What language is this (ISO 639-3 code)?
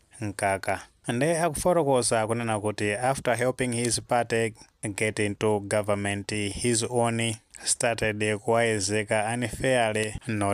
nya